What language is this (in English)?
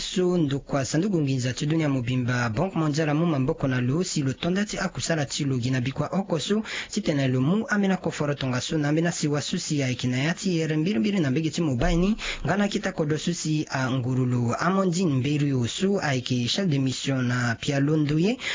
Sango